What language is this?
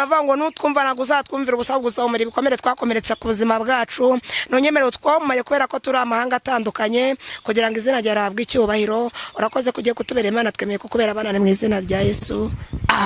Kinyarwanda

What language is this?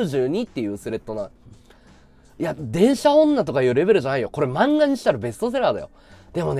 Japanese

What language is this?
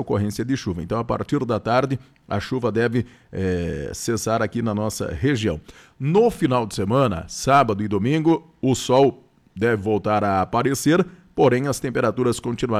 Portuguese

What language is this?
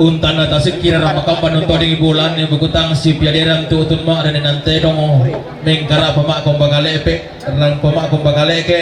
Toraja-Sa'dan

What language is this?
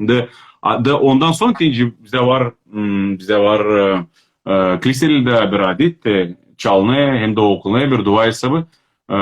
Crimean Tatar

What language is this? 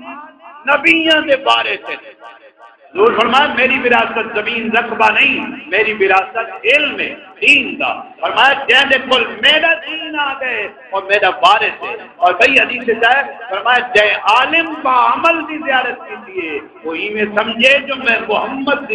Saraiki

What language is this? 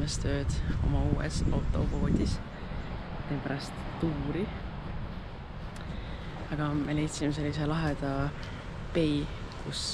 Estonian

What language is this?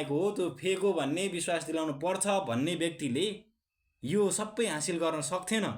Nepali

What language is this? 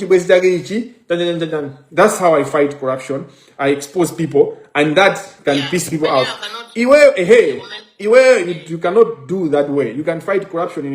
Nyanja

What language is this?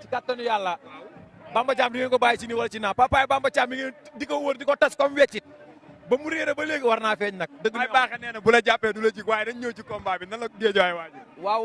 Wolof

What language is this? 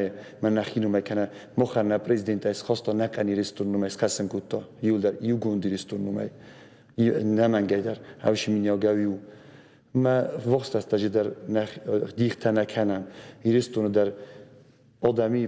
Ossetic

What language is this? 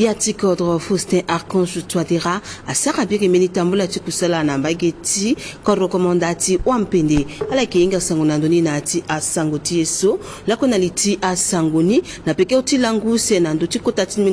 Sango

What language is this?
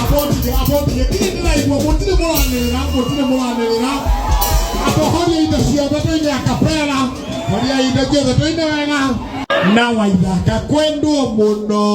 Kikuyu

